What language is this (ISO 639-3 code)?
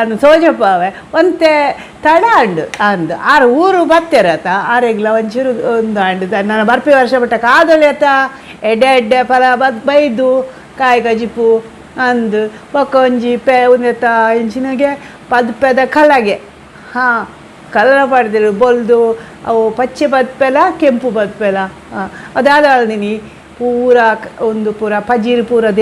tcy